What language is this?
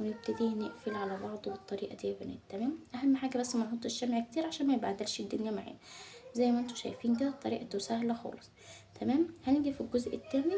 Egyptian Arabic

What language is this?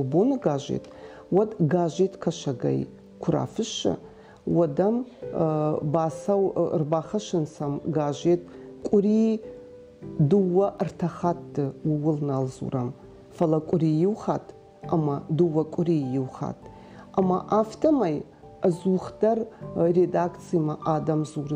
Ossetic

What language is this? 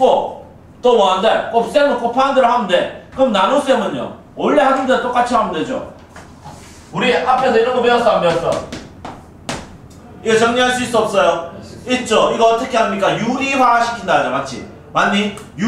Korean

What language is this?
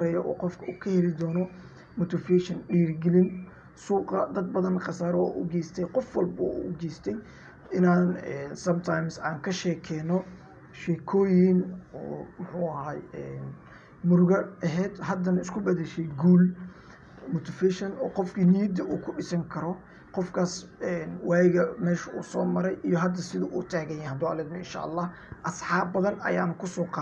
Somali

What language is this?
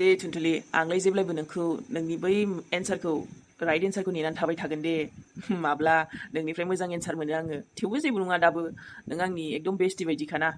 Bodo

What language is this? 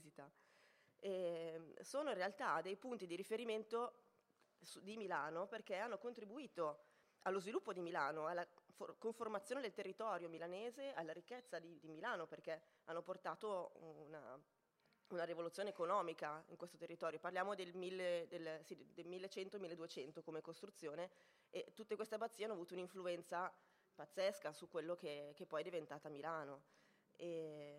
Italian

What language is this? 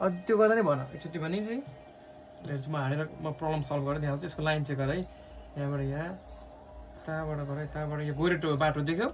Nepali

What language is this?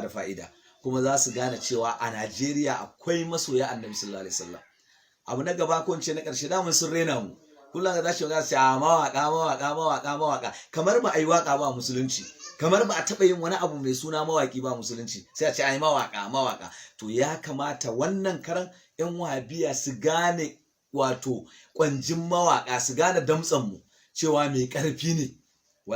Hausa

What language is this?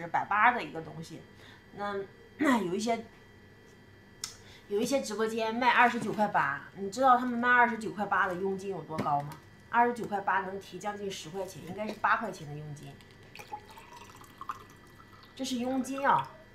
Chinese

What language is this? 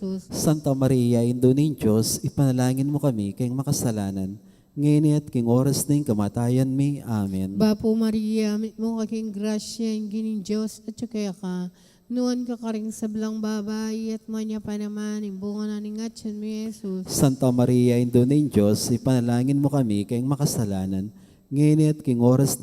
Pampanga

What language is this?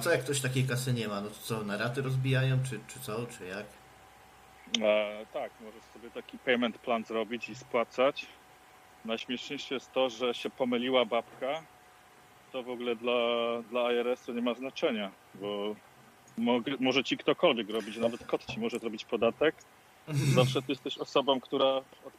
Polish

